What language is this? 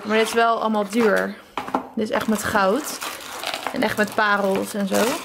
Dutch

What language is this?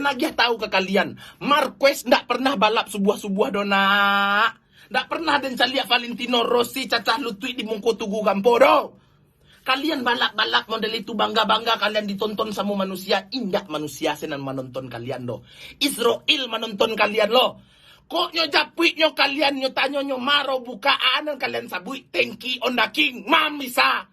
Minangkabau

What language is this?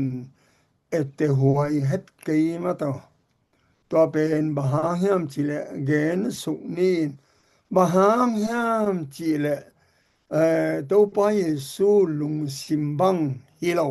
Tedim Chin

